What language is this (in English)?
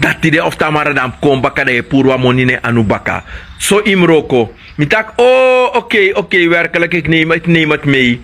Sranan Tongo